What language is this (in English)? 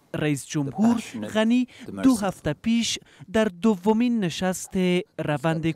Persian